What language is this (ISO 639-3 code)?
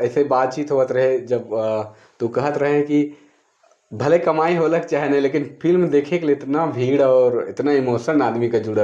sck